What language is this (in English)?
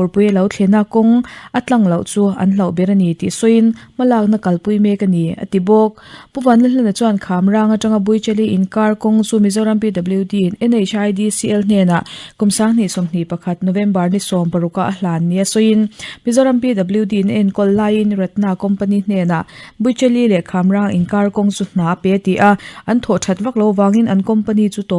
Mizo